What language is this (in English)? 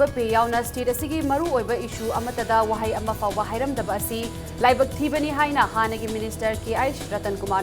Manipuri